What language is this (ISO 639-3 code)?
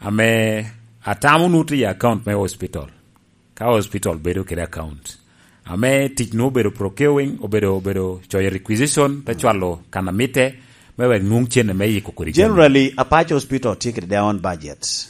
laj